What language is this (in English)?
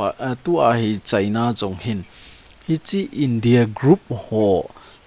Thado Chin